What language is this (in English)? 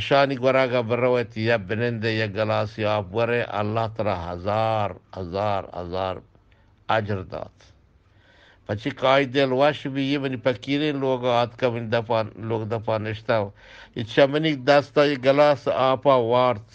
Eastern Balochi